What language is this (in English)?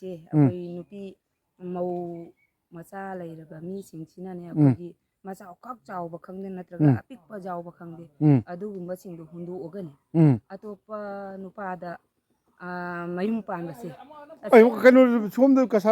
Manipuri